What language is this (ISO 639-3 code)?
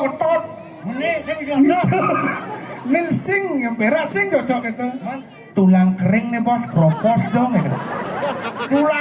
ban